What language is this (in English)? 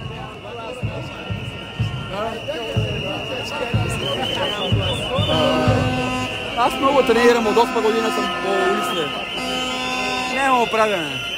Bulgarian